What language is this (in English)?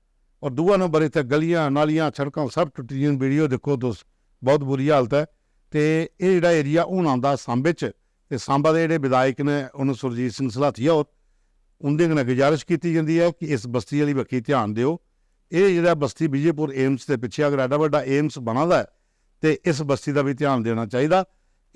Dogri